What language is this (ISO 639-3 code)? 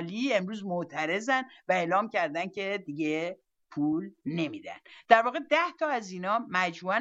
fas